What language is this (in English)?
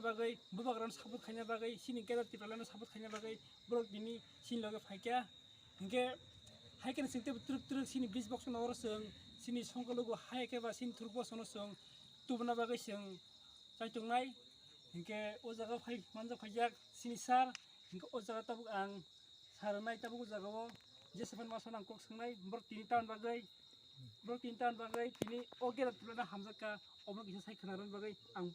Kok Borok